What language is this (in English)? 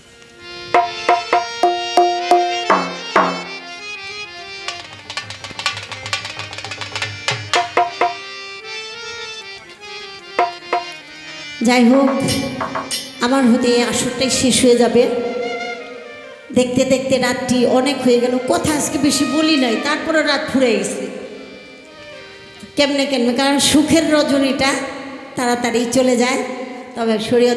Bangla